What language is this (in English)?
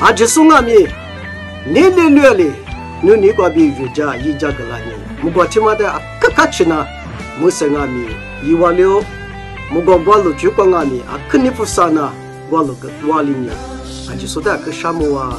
Lisu